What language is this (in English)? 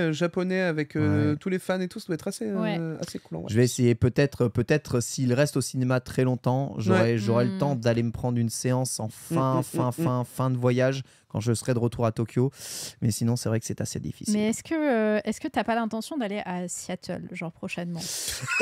French